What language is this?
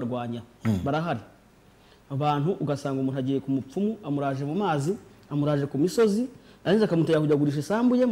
Kinyarwanda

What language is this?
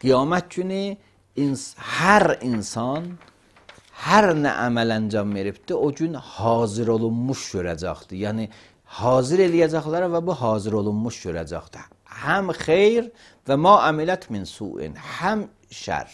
Azerbaijani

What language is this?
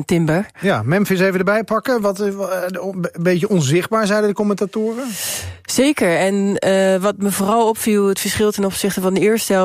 Dutch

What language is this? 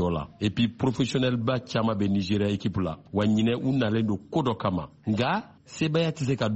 Bambara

